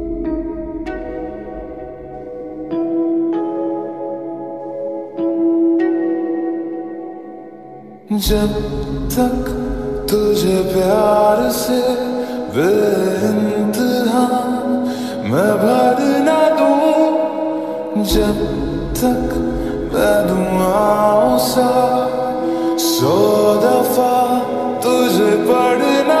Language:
Hindi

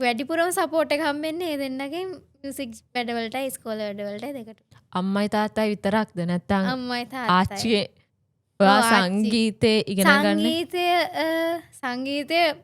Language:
Sinhala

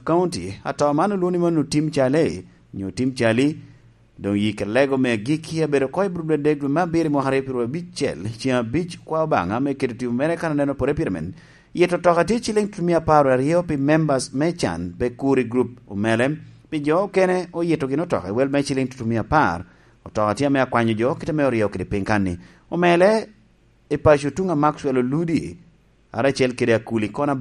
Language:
Lango (Uganda)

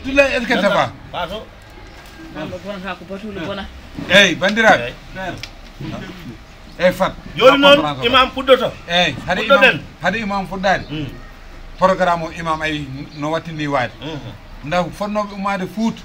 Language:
Fula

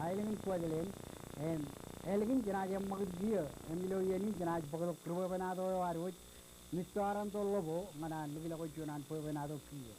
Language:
Marshallese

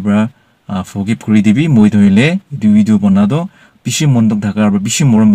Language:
Naga Pidgin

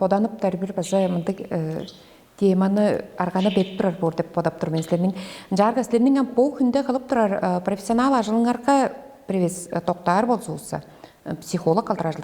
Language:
Tuvinian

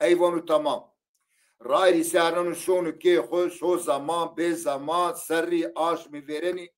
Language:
Zaza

